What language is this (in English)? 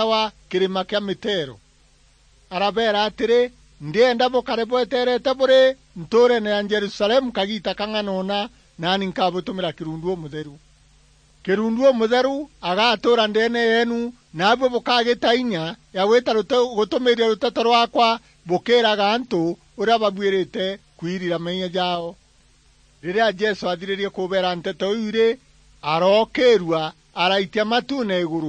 Meru